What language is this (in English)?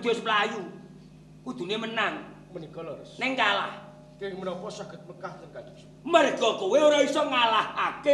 Javanese